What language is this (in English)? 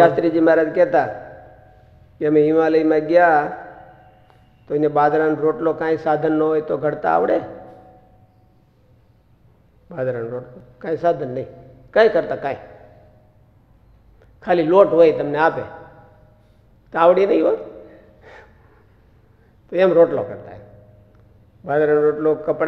Gujarati